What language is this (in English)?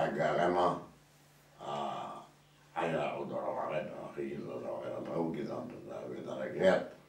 Breton